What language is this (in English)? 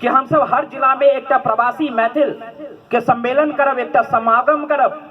Maithili